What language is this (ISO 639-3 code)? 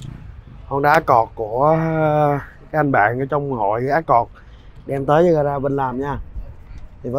vie